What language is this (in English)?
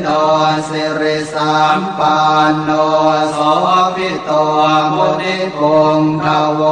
Pali